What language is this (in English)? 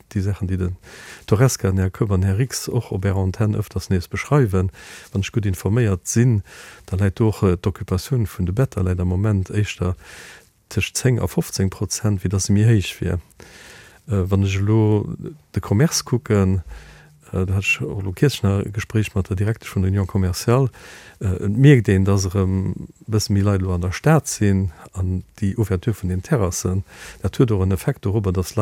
Luxembourgish